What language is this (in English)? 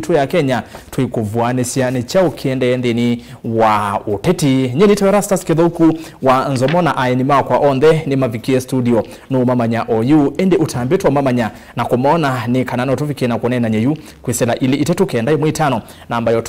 Kamba